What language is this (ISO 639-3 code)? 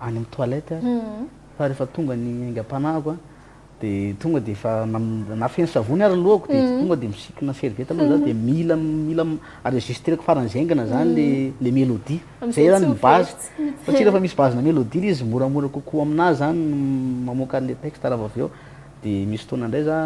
mlg